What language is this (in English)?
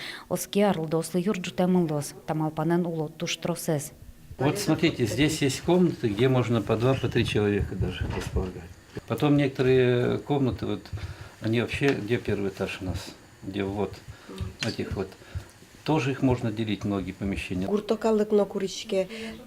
Udmurt